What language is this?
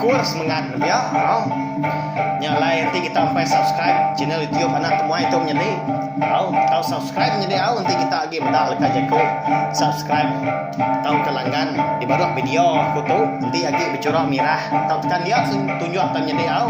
Iban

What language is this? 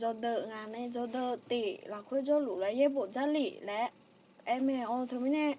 Akha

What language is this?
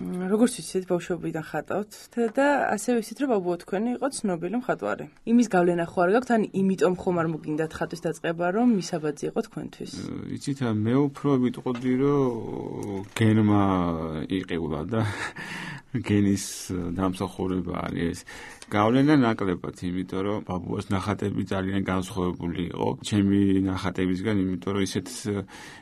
Georgian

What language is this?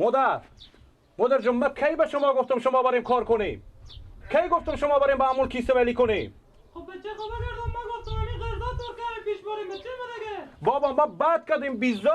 Persian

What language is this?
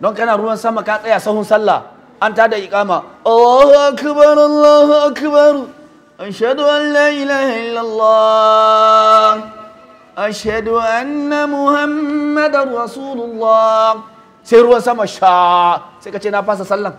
Hausa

